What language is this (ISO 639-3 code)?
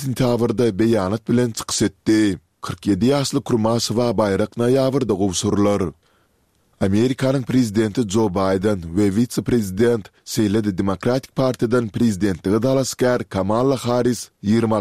tuk